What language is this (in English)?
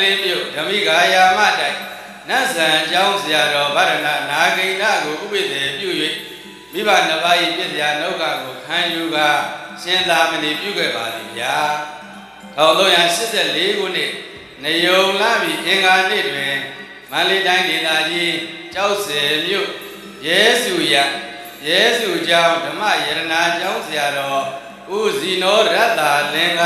Burmese